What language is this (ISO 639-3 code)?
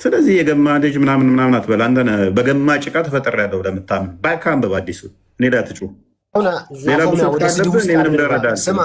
amh